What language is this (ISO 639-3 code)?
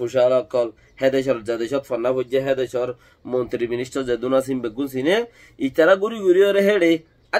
rhg